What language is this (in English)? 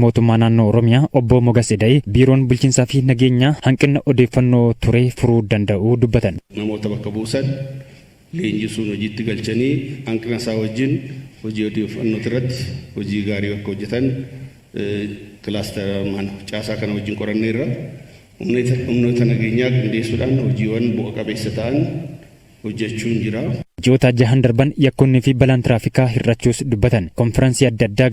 Oromo